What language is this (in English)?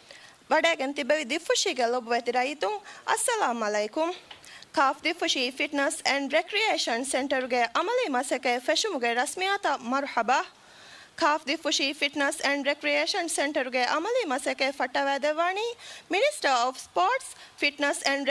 Divehi